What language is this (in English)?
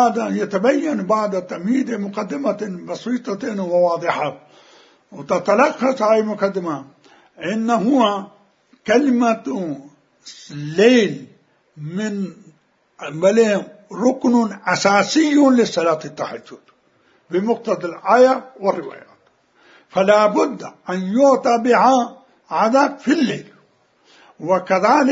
Mesopotamian Arabic